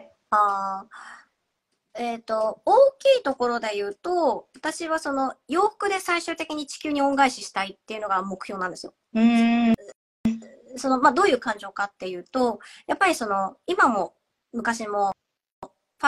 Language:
Japanese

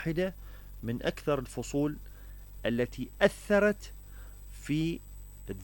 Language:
Mesopotamian Arabic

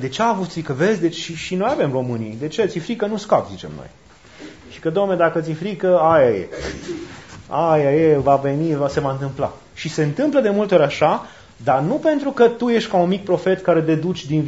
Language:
Romanian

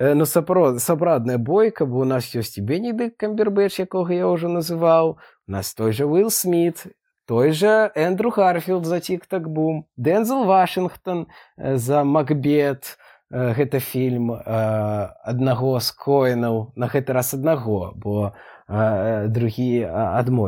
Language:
Belarusian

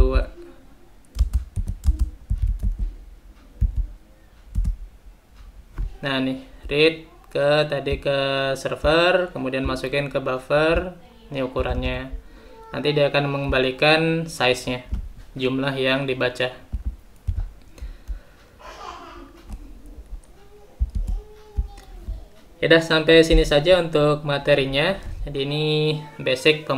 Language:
Indonesian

